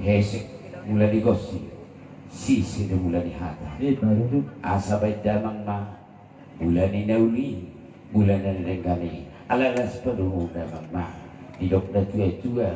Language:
Batak Toba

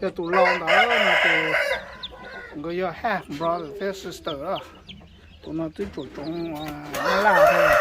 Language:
Hmong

